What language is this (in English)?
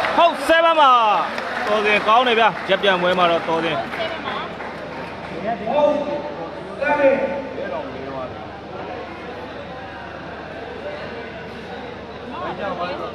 Burmese